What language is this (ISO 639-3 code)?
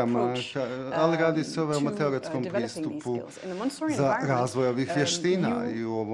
bos